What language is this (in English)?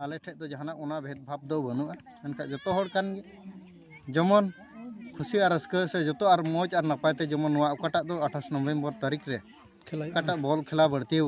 Santali